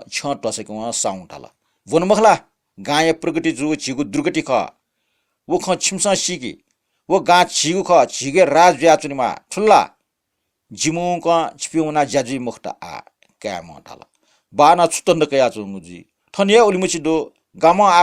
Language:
Newari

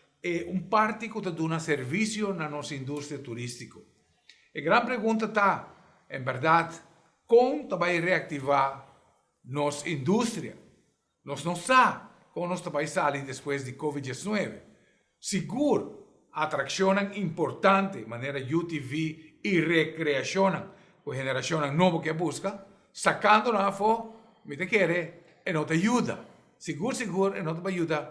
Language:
Papiamento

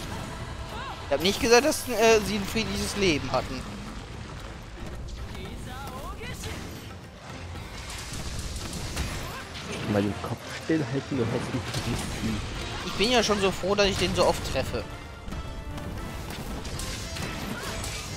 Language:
German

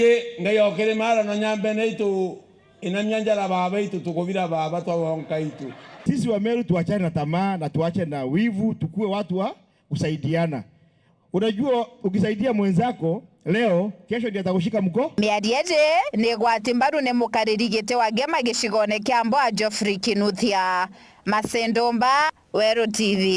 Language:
Meru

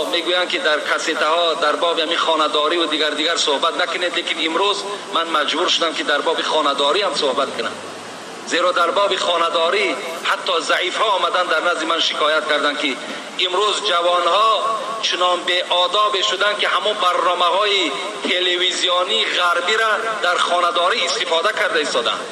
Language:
Tajik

